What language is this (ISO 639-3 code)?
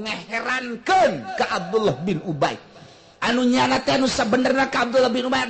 sun